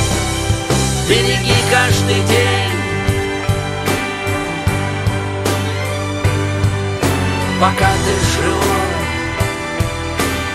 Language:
Russian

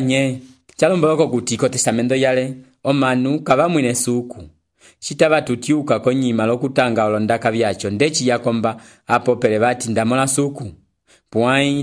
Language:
Umbundu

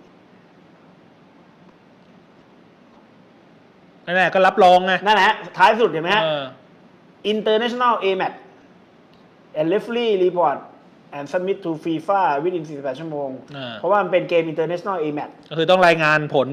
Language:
Thai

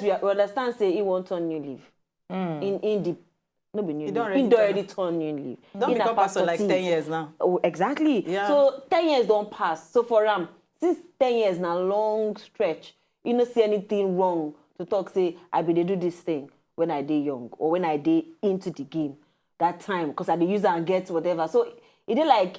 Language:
Nigerian Pidgin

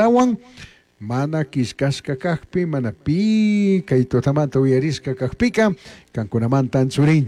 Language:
Chimborazo Highland Quichua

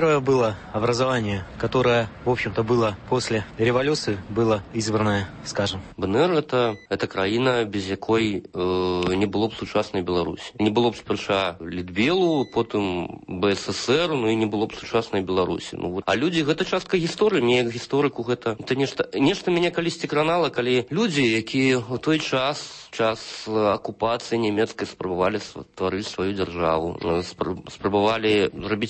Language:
Belarusian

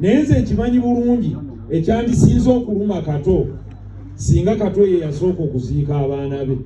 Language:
Ganda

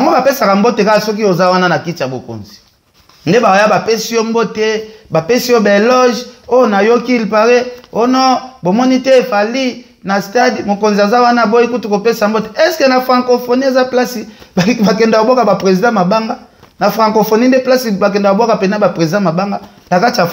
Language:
Lingala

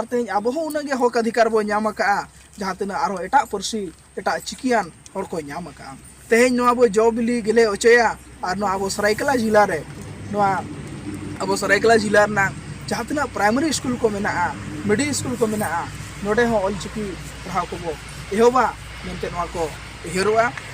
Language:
Santali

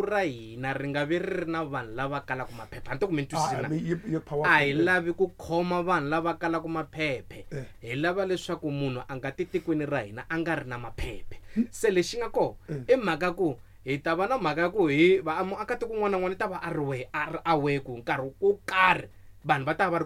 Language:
Tsonga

